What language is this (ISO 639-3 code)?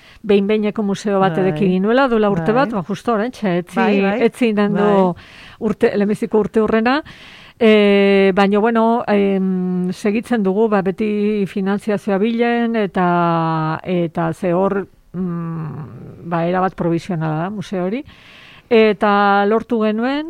eus